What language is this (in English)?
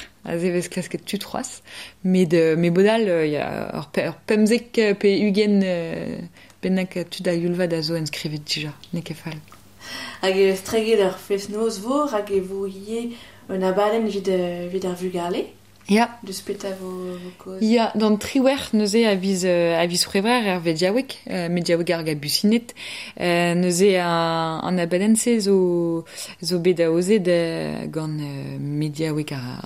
Breton